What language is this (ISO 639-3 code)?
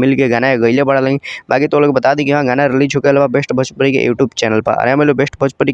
bho